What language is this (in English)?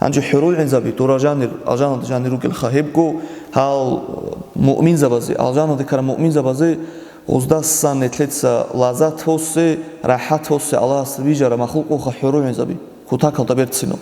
Avaric